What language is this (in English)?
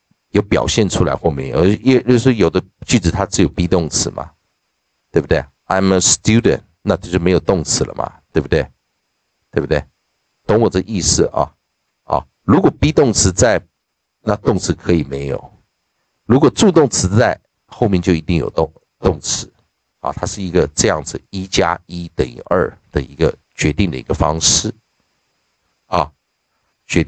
Chinese